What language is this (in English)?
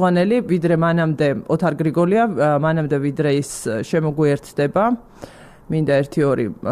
Georgian